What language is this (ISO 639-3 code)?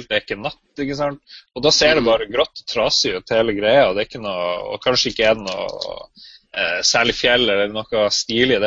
nor